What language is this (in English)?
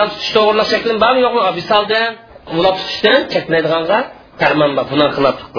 Uyghur